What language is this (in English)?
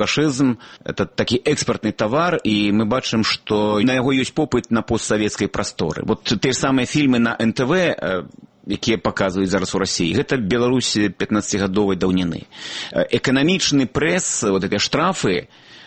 Belarusian